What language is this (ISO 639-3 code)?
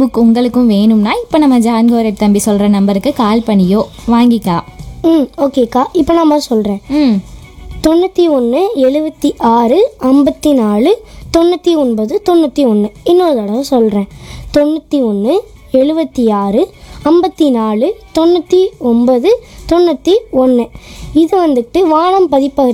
tam